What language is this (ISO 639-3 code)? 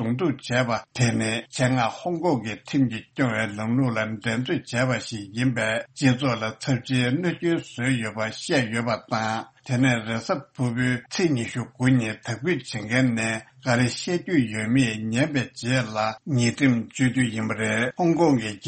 bod